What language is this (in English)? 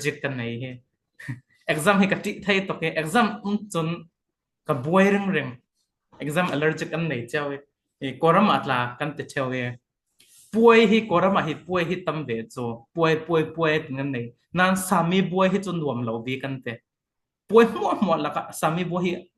Falam Chin